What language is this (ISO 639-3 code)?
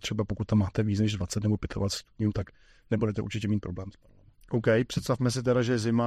ces